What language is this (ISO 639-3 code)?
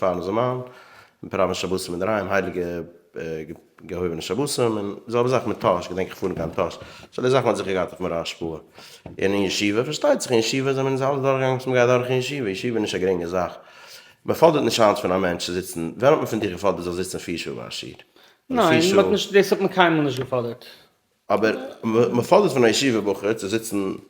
yid